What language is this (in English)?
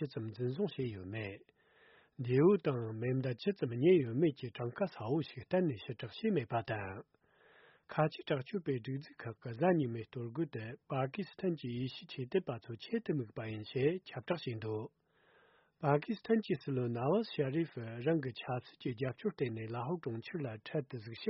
Tibetan